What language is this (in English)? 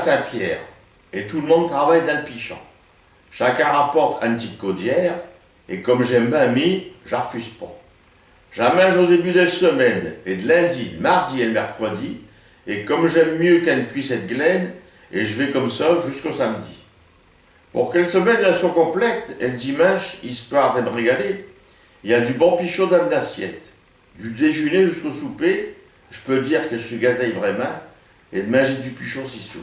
Picard